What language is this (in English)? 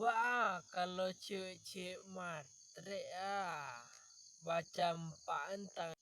Minangkabau